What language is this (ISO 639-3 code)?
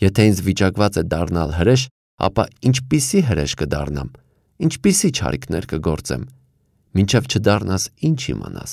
hye